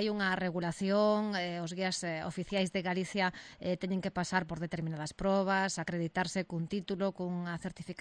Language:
Galician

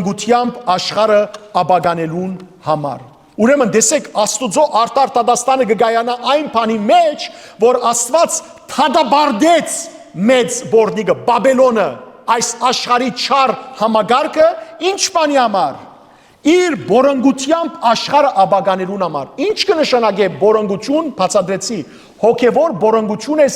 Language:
Western Armenian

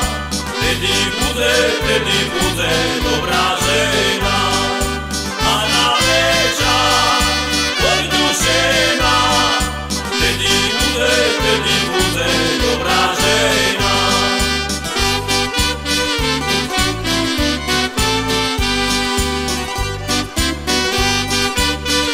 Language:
Slovak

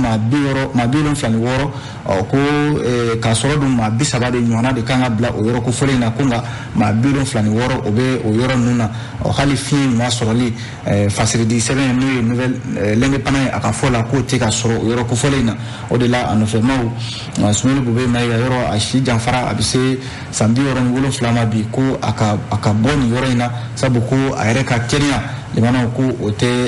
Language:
Bambara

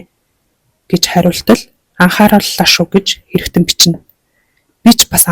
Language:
Mongolian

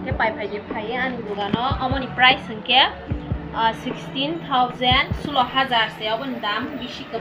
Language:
Kok Borok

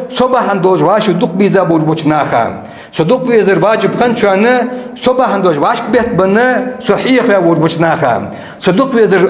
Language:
Ingush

